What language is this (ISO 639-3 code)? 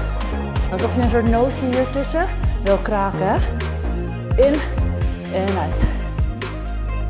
nld